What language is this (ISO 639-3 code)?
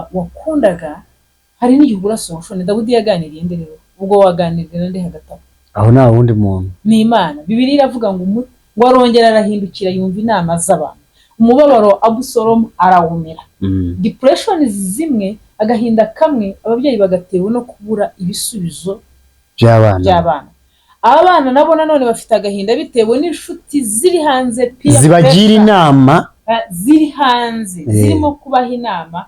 kin